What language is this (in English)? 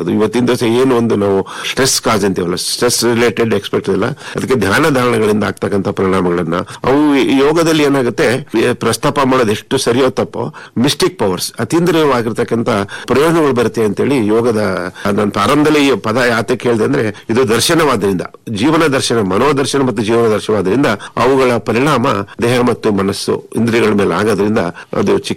Kannada